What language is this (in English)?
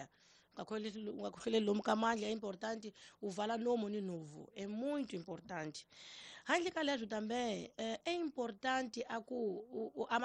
Tsonga